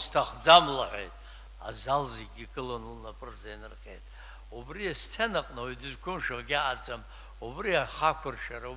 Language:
Abkhazian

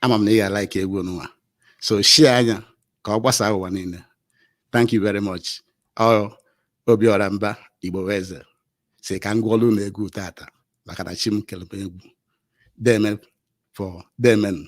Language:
Igbo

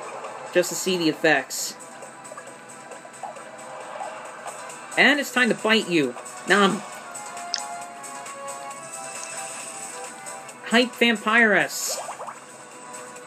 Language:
English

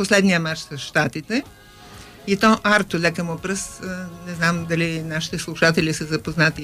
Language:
Bulgarian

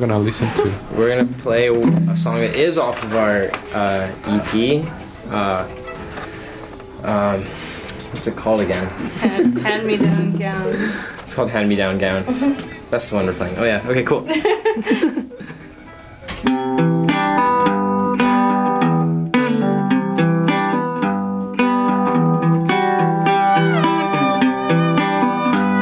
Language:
English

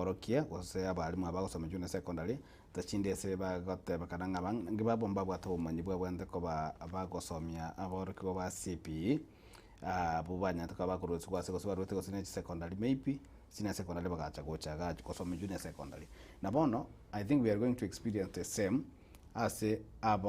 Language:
Gusii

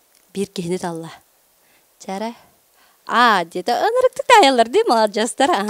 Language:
Yakut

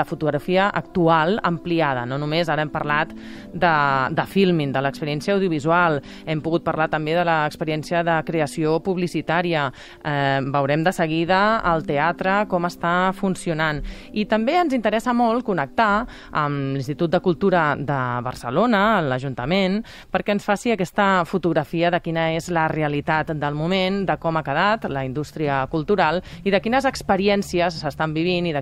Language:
Catalan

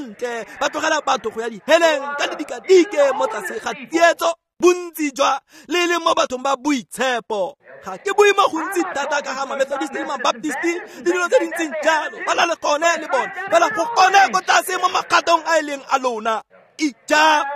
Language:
Tswana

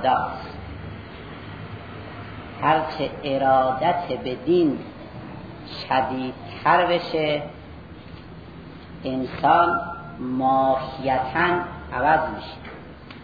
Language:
Persian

